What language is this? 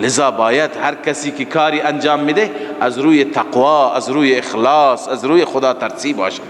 Persian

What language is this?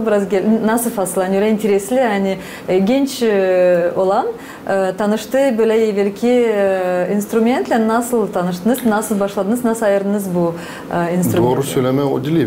Gagauz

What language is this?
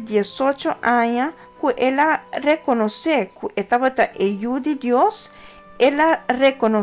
Papiamento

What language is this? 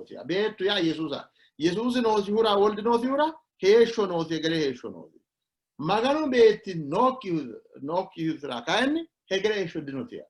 Sidamo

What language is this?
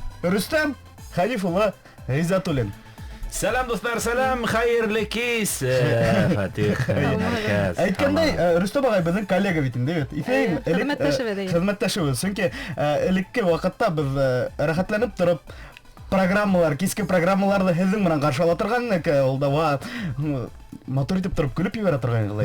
Bashkir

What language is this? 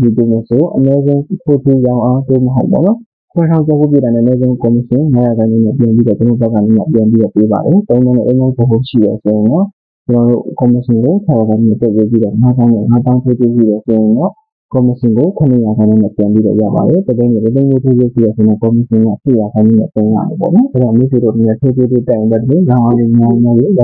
Burmese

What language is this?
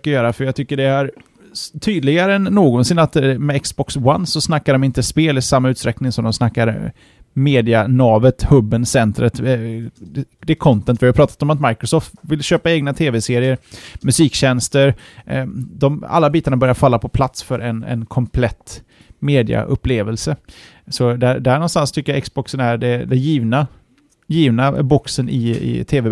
Swedish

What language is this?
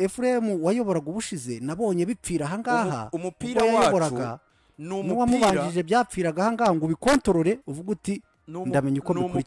Kinyarwanda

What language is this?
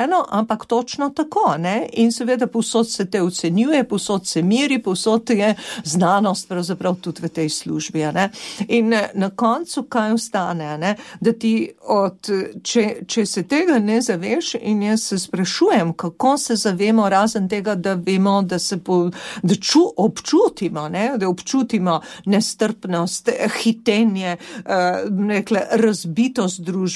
Slovenian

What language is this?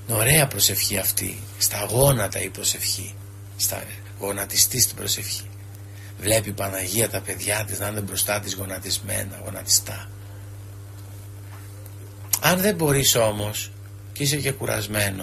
Greek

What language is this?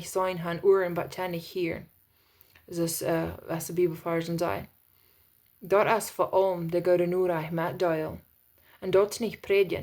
Plautdietsch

